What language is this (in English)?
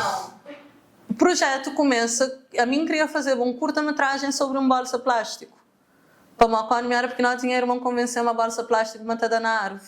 Kabuverdianu